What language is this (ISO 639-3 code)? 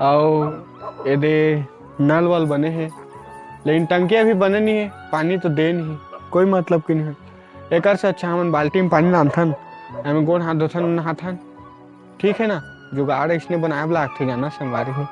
hne